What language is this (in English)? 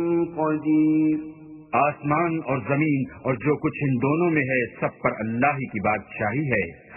Urdu